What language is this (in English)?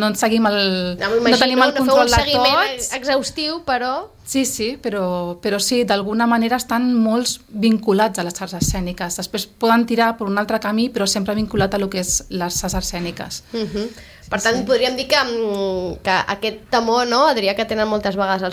Catalan